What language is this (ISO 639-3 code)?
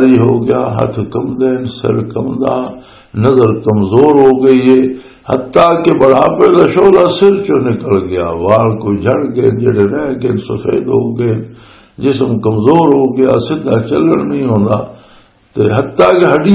lah